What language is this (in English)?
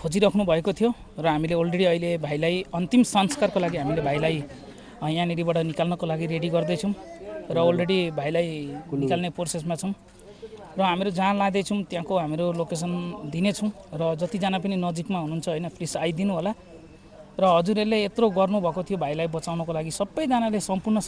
Nepali